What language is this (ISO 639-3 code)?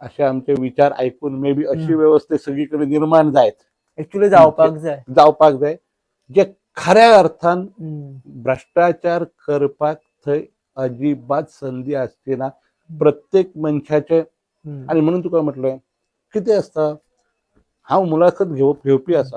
kok